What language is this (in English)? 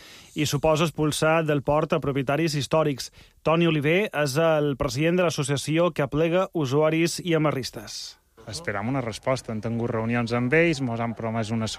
Catalan